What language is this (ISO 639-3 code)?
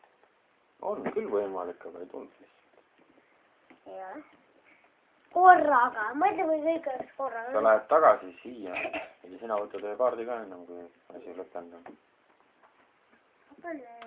est